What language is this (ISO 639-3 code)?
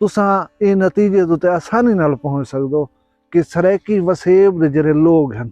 skr